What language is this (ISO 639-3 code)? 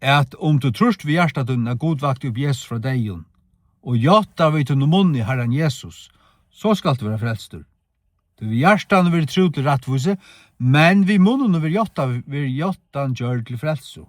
fao